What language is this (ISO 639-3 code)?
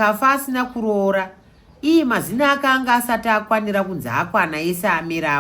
sna